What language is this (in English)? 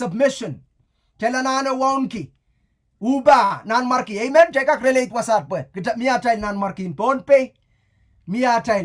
Pohnpeian